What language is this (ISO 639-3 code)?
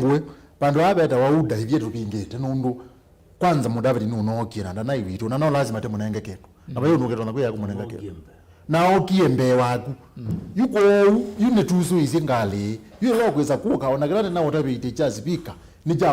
kam